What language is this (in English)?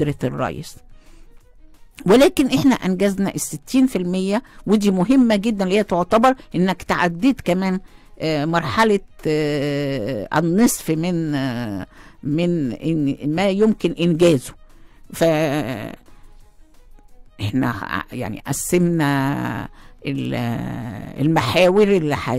Egyptian Arabic